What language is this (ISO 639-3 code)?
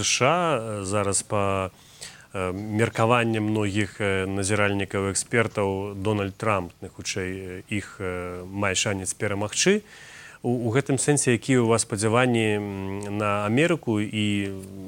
bel